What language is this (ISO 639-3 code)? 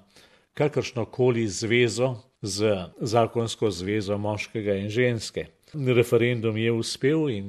slv